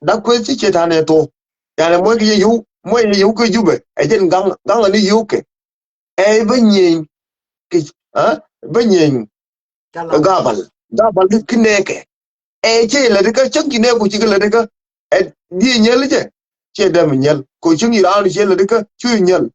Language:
Nuer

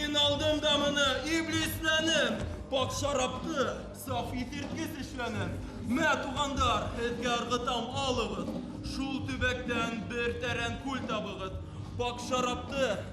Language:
Bashkir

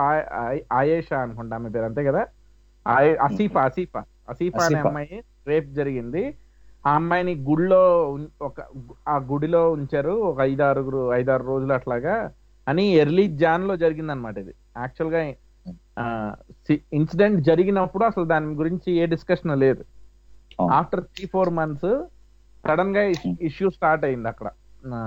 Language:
Telugu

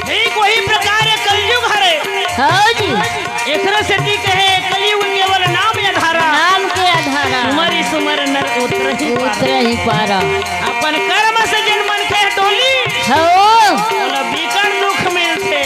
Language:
Chhattisgarhi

